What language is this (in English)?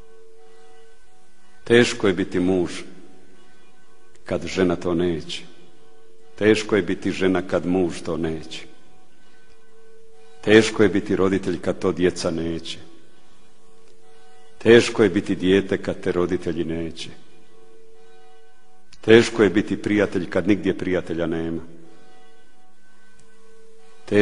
Croatian